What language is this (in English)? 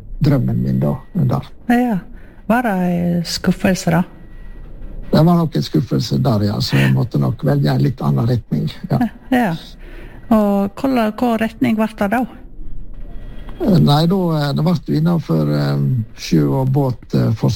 Norwegian